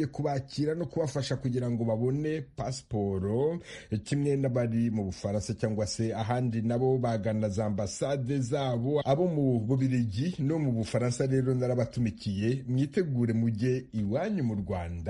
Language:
Kinyarwanda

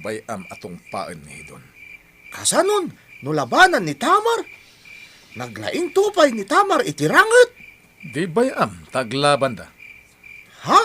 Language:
Iloko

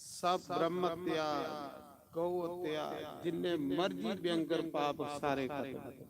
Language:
Dogri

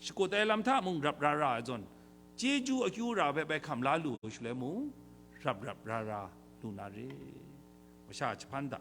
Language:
Kachin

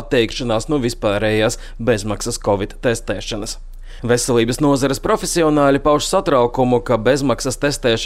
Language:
Latvian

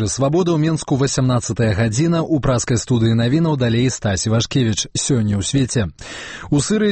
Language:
Belarusian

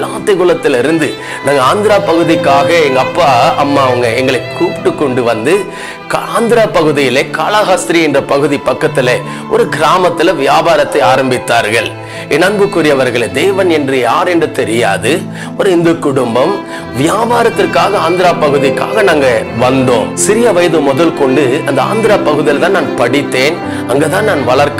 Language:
Tamil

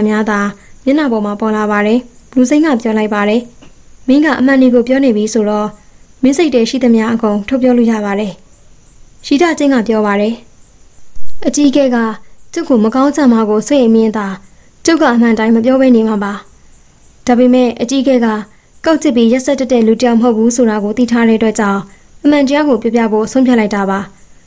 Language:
Burmese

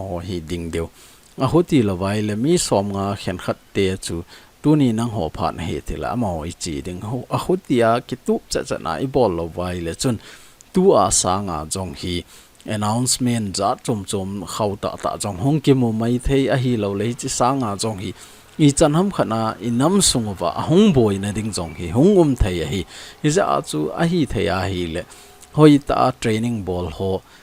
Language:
Thado Chin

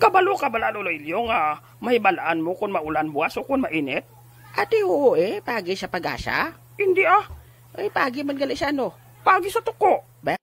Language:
Hiligaynon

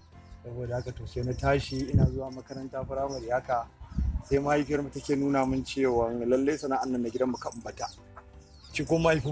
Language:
Hausa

